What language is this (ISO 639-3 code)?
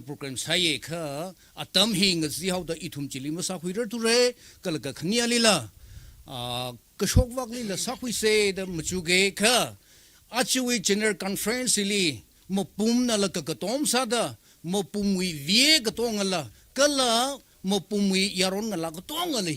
nmf